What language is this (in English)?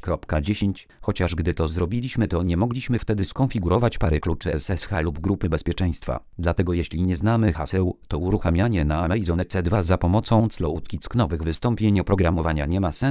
Polish